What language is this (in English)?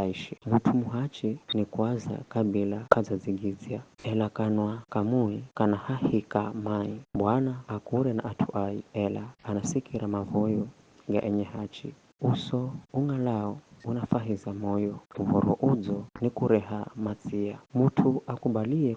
Giryama